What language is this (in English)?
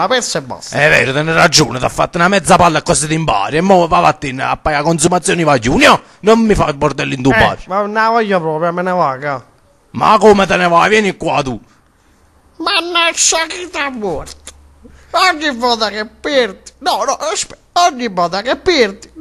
Neapolitan